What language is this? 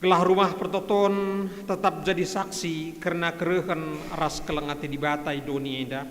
Batak Karo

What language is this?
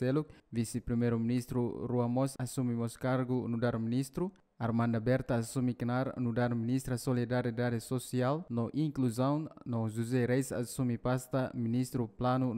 Tetum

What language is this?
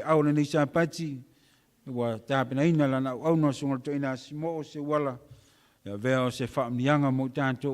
Samoan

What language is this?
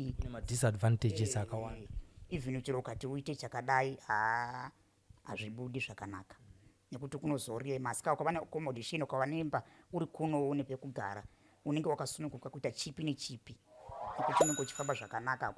Shona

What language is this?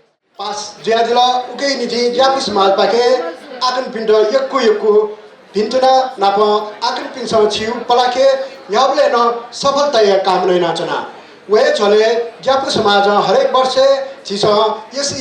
Newari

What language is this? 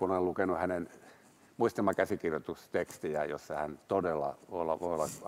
Finnish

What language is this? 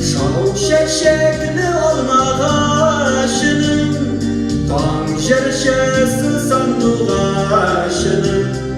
Tatar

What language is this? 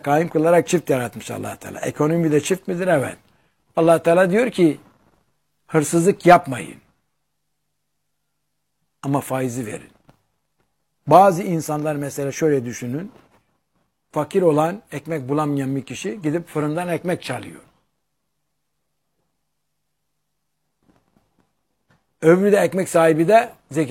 Turkish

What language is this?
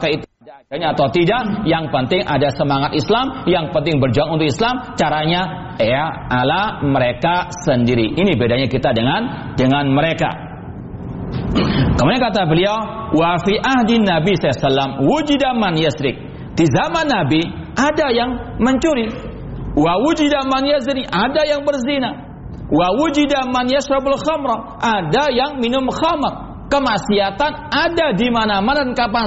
Indonesian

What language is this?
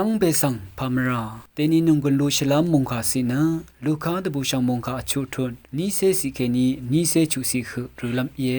Rawang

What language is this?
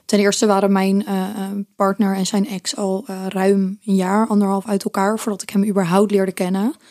Dutch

